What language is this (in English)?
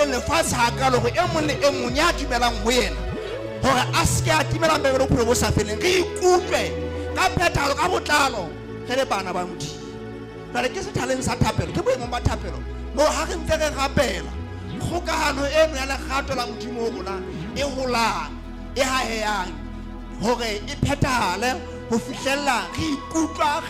Southern Sotho